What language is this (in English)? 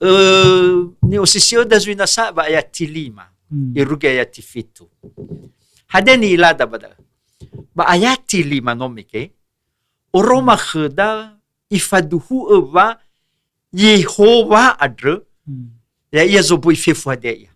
Nias